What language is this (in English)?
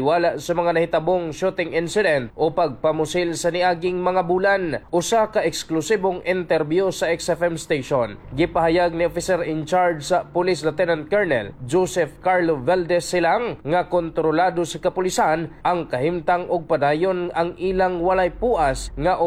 Cebuano